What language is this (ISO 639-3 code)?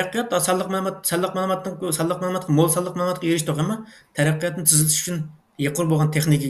uig